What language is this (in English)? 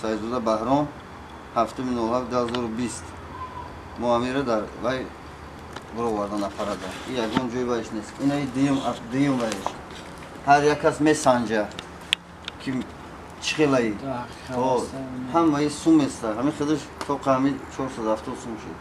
Tajik